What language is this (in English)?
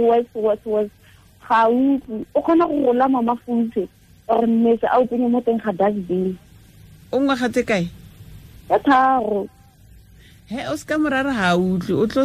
Tswana